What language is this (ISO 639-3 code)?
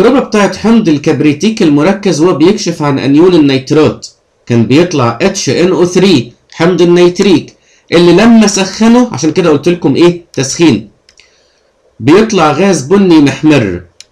arz